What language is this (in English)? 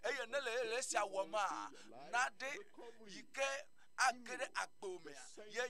Ewe